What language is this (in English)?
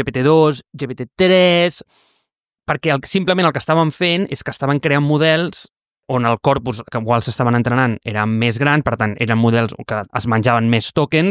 Catalan